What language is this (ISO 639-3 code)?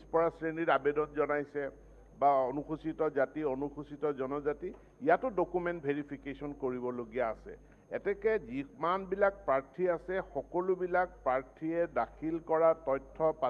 asm